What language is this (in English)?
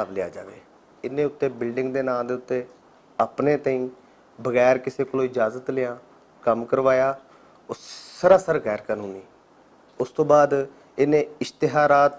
Western Panjabi